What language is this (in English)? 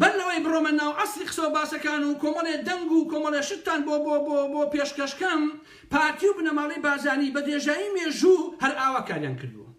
Central Kurdish